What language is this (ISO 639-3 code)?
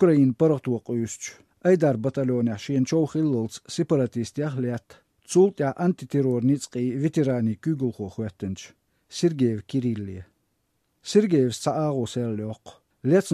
che